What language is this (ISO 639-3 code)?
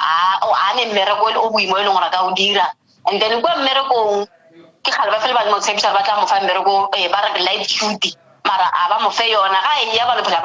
nso